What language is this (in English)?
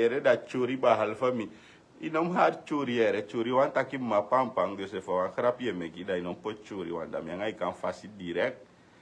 Sranan Tongo